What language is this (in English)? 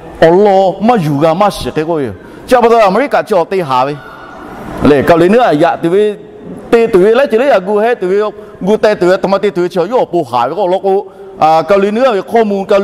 Lahu